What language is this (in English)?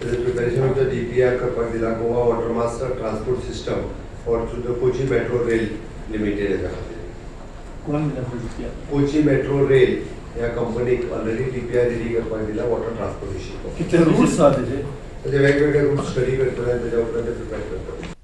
Konkani